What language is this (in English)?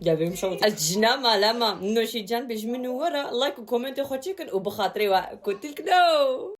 Kurdish